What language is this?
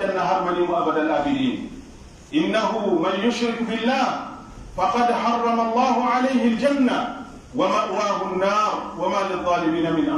Pular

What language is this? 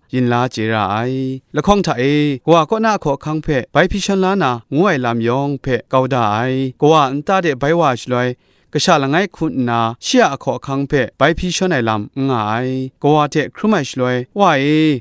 Kachin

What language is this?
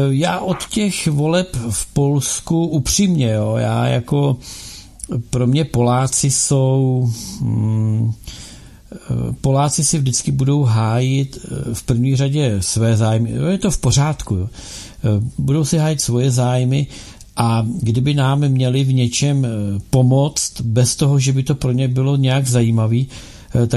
Czech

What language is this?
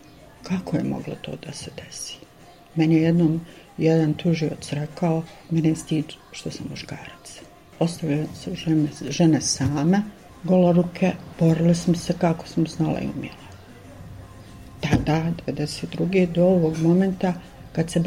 Bosnian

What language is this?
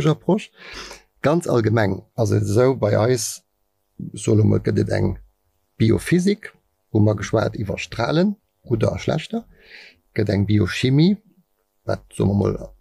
Luxembourgish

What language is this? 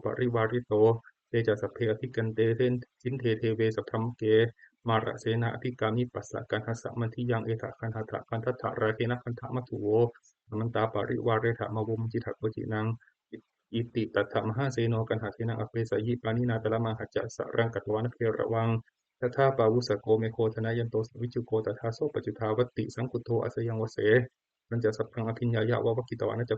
Pali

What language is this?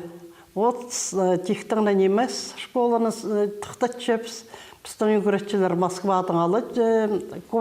Khakas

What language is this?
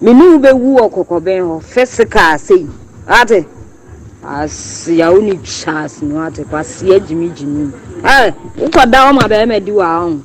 Akan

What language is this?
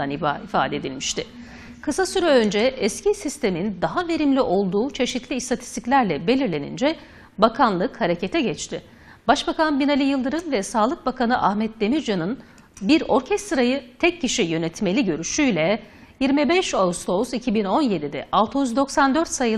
Turkish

